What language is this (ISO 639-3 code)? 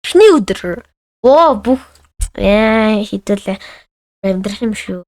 mon